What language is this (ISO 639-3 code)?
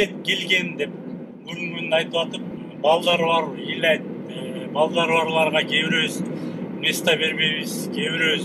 kir